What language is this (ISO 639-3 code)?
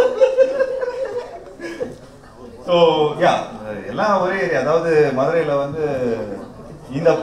tam